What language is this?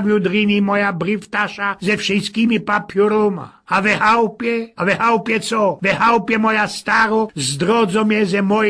Silesian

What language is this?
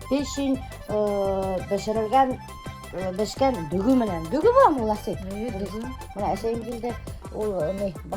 Bashkir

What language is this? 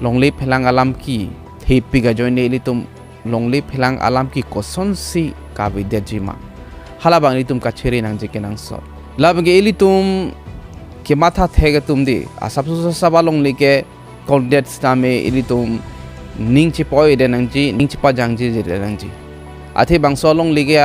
Karbi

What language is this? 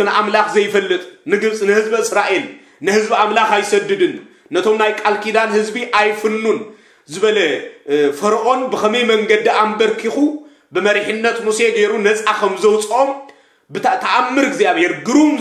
Tigrinya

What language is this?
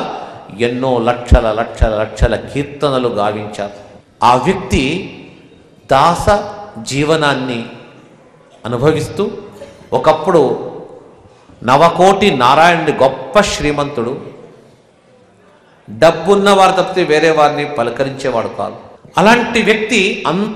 Telugu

